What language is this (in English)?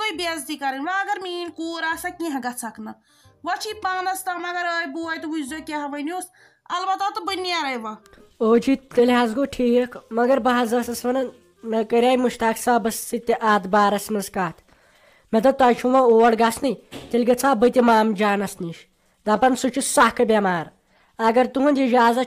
Kashmiri